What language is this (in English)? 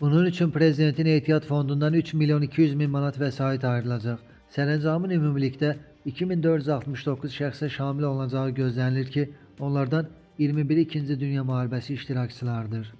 Azerbaijani